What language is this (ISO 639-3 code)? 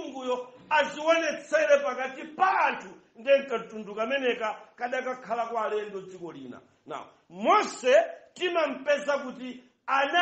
nya